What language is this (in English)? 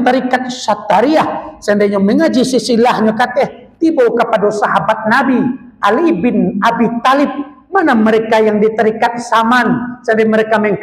Minangkabau